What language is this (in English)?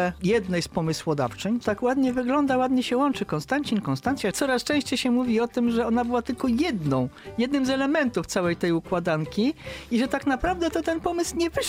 Polish